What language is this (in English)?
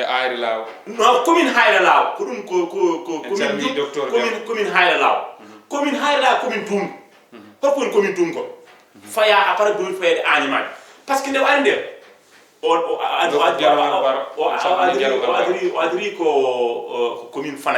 Fula